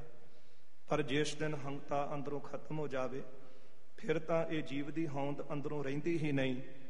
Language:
Punjabi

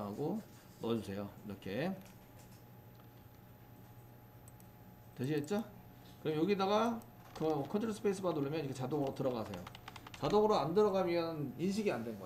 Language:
Korean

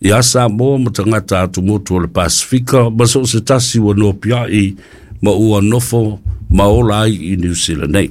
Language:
Samoan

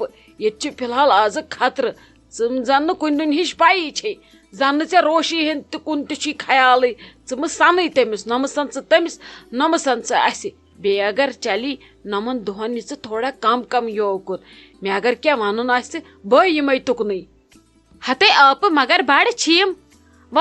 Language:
Kashmiri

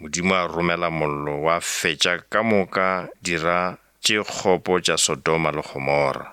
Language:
Northern Sotho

